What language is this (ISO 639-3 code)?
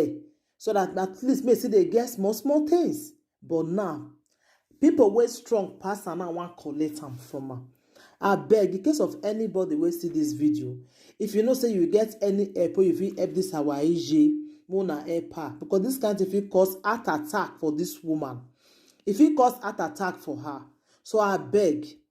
pcm